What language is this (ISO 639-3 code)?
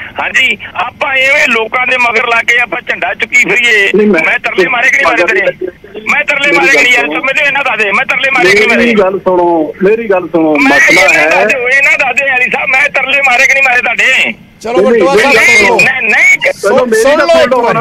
pan